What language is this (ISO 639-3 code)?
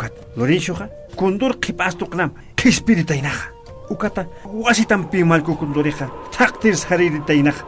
aym